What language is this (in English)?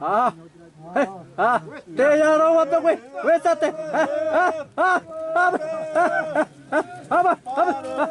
Xavánte